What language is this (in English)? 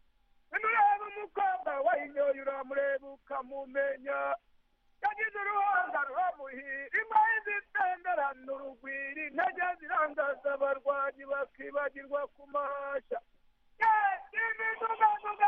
Kinyarwanda